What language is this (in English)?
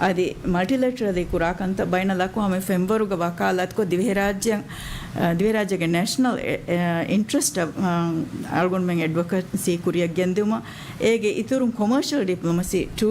Divehi